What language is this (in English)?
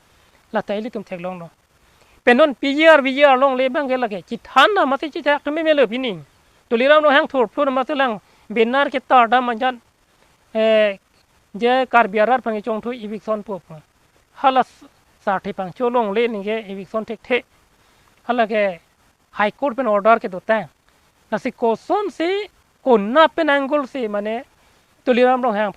Karbi